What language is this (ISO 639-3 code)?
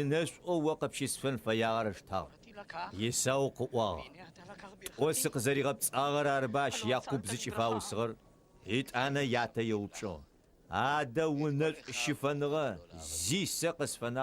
ady